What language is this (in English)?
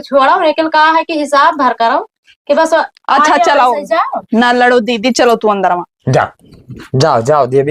Awadhi